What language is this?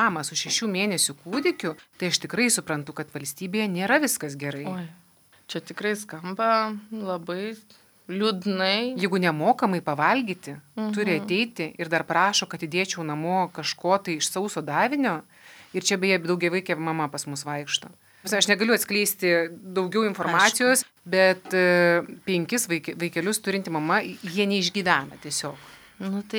Lithuanian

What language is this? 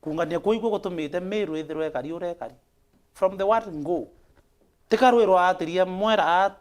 Meru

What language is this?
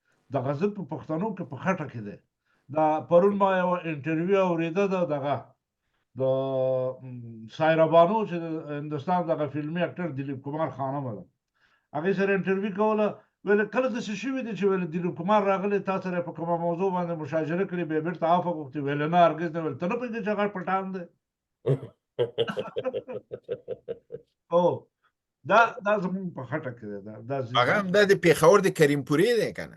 Pashto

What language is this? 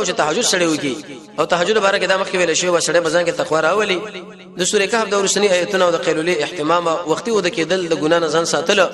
Pashto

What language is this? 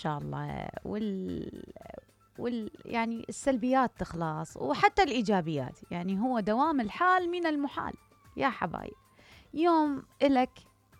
Mesopotamian Arabic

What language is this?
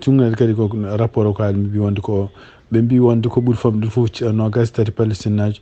Fula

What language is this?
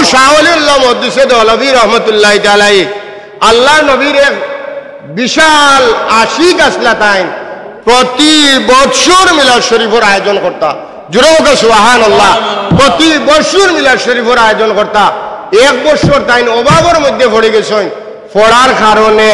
Sylheti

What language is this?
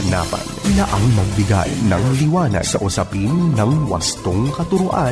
Filipino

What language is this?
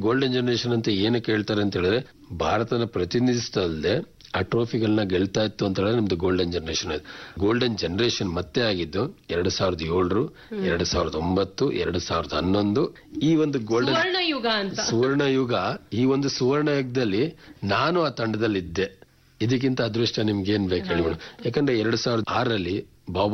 Kannada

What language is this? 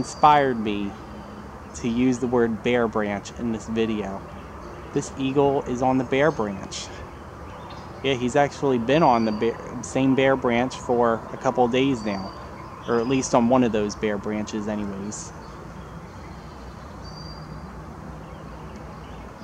English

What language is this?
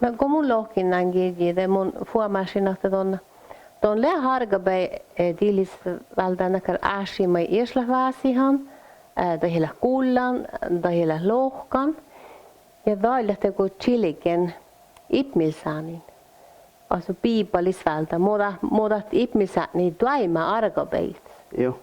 Northern Sami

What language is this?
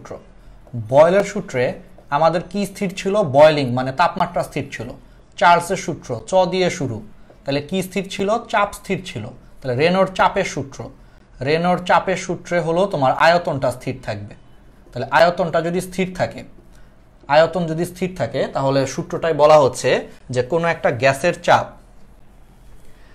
Bangla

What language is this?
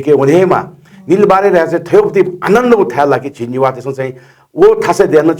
Newari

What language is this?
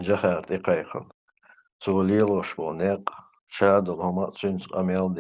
Chechen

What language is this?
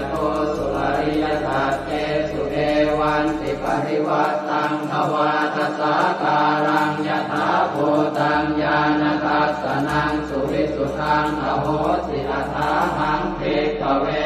Pali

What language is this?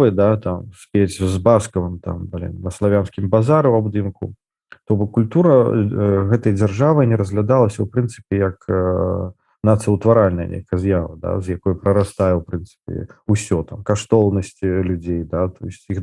Belarusian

